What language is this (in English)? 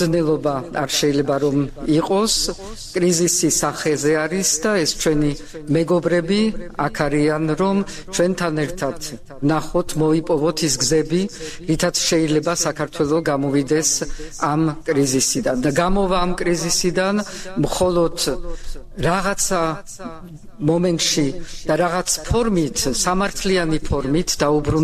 Georgian